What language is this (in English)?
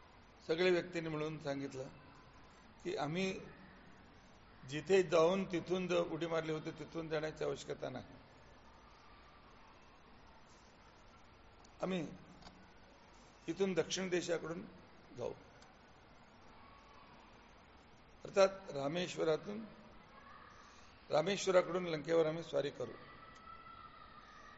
Marathi